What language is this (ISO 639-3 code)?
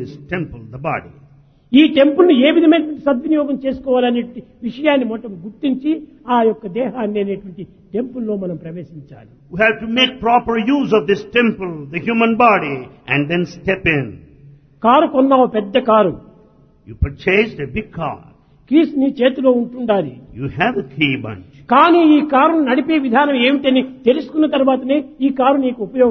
tel